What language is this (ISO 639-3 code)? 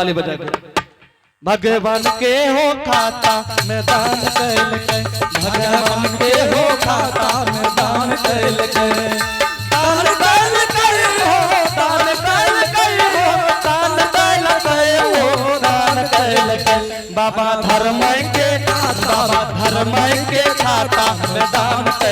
anp